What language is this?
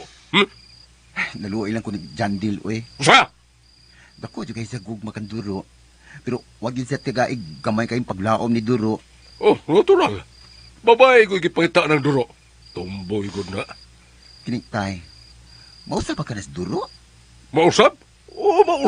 Cebuano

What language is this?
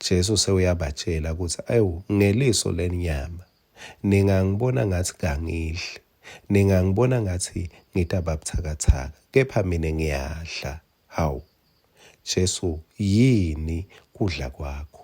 Swati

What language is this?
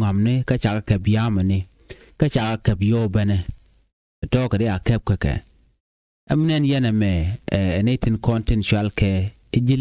Nuer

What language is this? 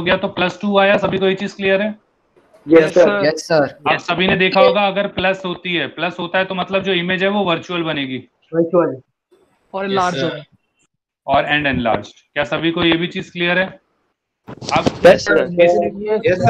Hindi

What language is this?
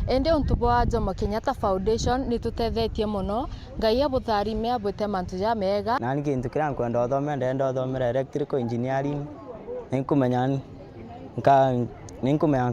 Meru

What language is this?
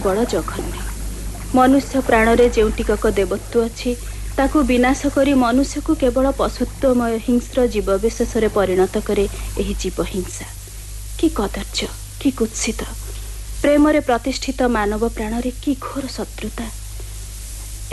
Odia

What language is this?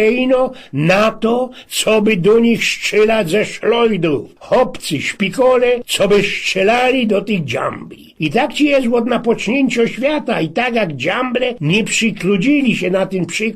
Silesian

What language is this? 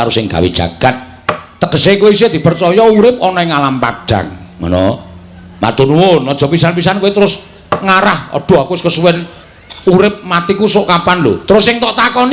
Javanese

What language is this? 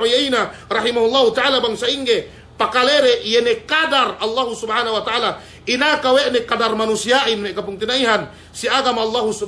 Yakan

